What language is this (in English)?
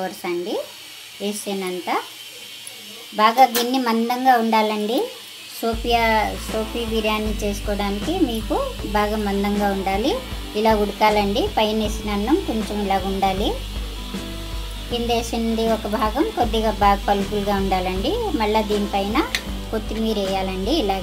Telugu